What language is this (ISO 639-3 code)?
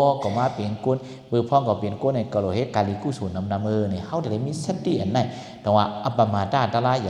shn